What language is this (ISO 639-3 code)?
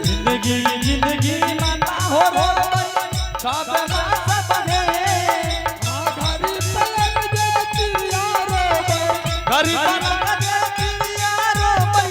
anp